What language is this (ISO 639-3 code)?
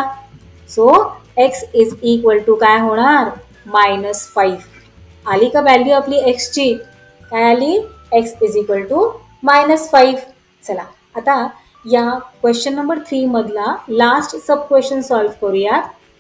mar